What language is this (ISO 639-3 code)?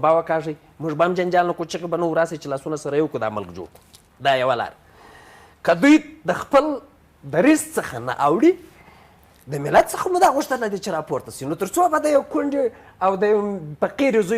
pus